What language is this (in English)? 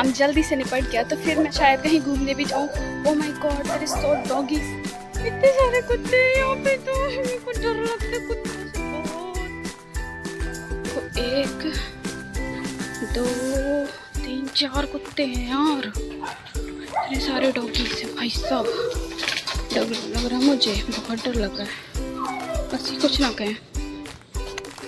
Hindi